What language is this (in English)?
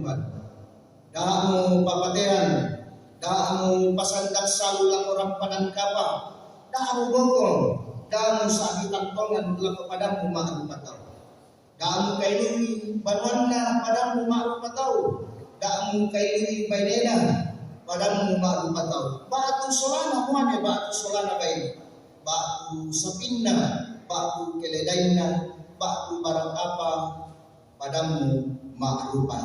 Toraja-Sa'dan